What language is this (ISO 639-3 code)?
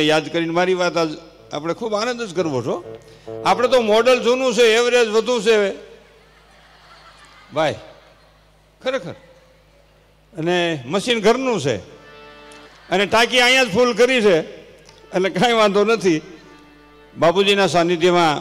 guj